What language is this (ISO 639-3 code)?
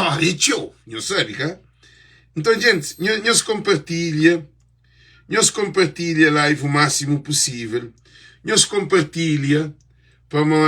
kea